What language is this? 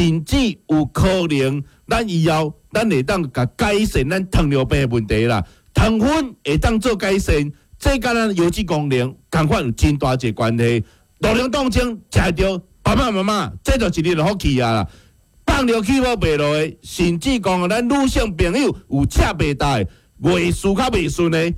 Min Nan Chinese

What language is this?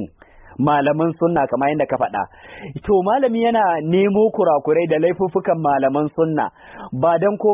Hausa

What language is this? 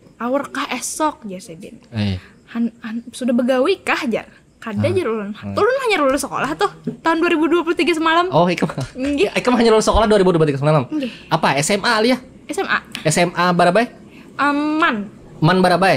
Banjar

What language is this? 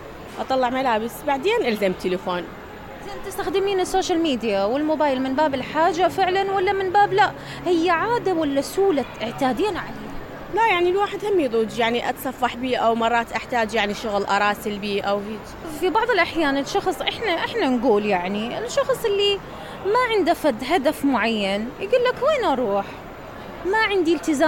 Mesopotamian Arabic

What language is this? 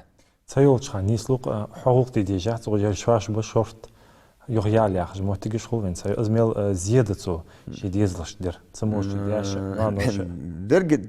Ingush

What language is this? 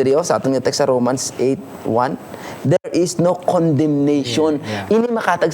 Hiligaynon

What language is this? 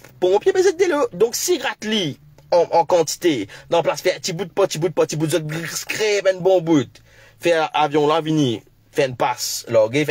Morisyen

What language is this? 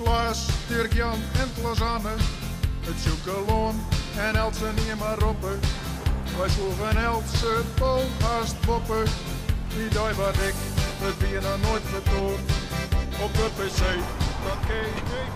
Western Frisian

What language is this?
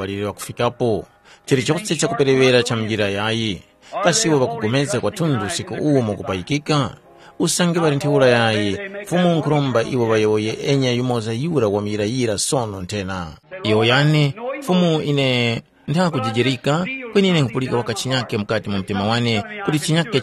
Tumbuka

